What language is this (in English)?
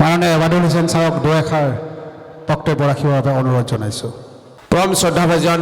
Assamese